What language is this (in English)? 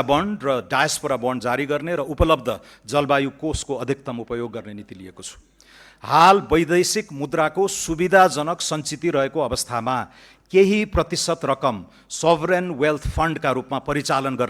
Nepali